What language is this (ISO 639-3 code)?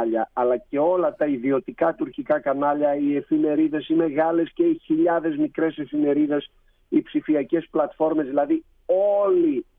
ell